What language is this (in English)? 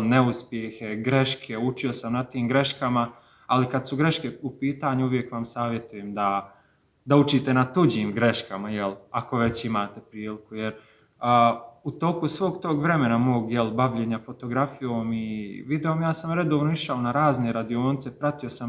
Bosnian